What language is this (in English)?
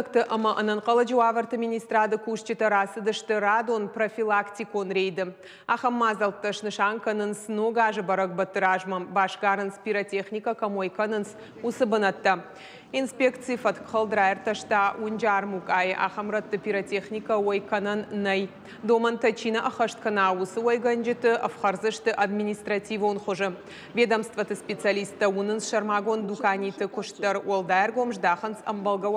Ossetic